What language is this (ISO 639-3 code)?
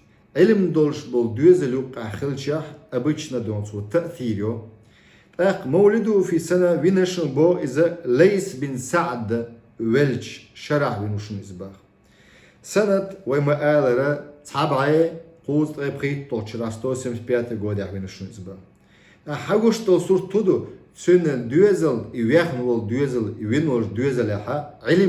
che